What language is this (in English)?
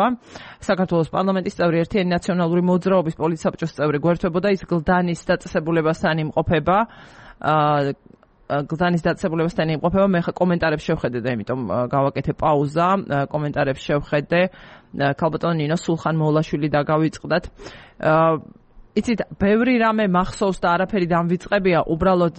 Georgian